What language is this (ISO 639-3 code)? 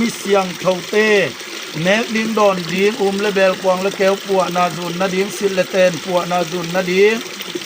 ctd